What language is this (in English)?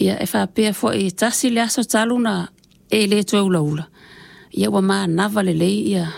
Samoan